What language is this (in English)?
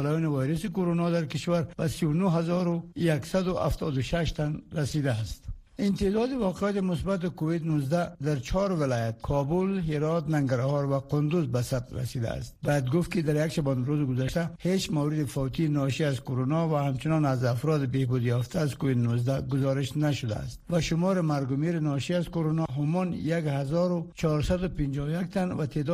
Persian